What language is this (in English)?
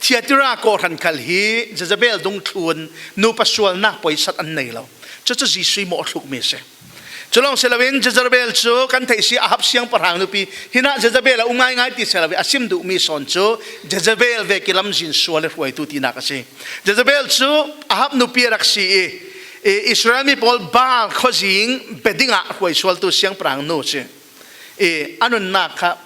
Falam Chin